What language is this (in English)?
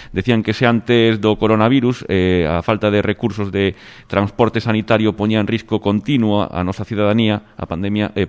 Galician